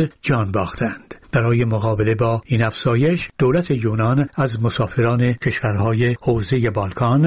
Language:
Persian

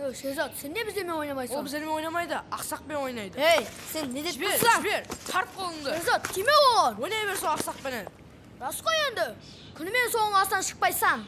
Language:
Kara-Kalpak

